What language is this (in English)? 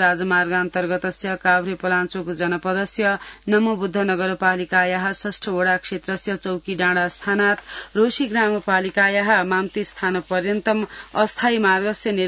Sanskrit